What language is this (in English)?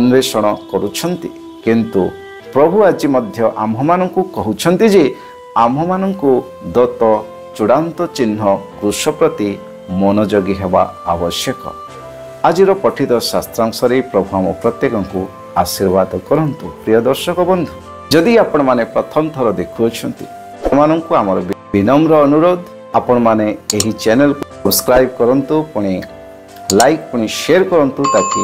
Odia